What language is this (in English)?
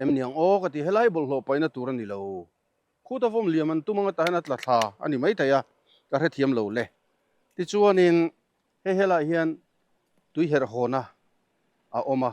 Mizo